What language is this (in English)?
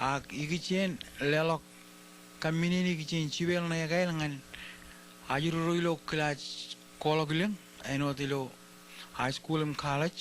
Marshallese